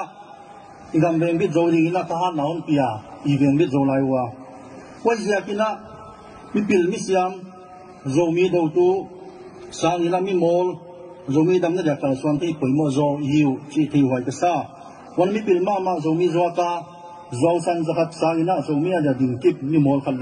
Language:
Tedim Chin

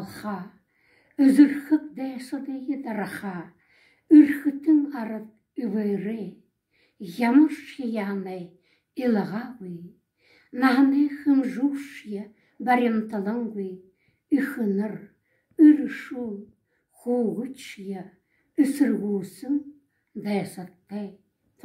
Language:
Buriat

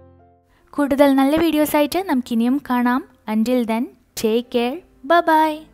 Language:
Malayalam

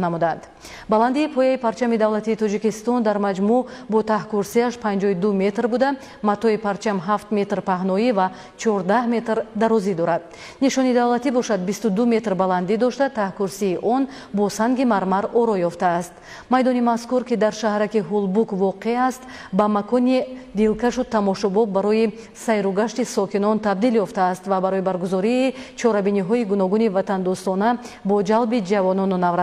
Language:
Tajik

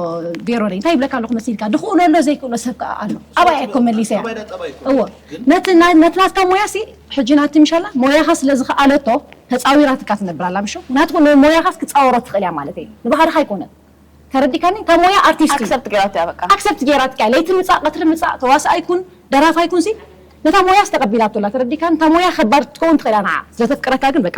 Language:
Tigrinya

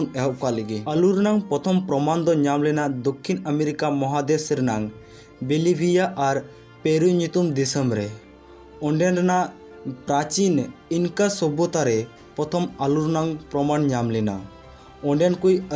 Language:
Santali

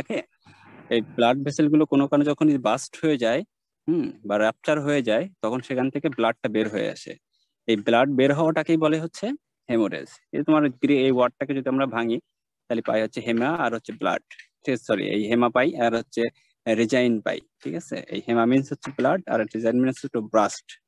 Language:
Bangla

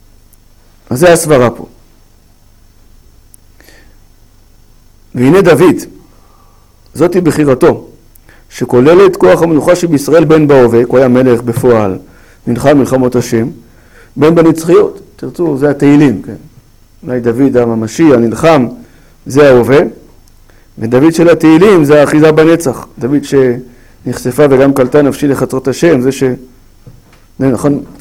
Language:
Hebrew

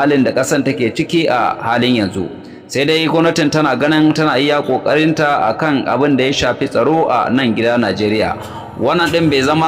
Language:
Hausa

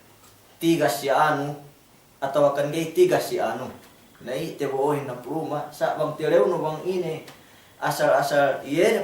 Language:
Yakan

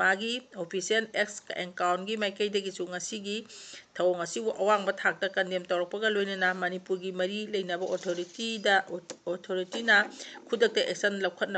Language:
Manipuri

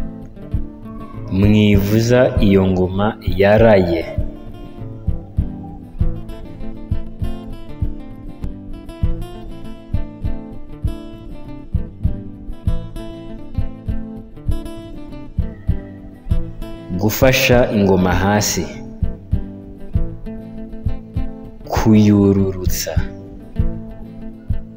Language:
Kinyarwanda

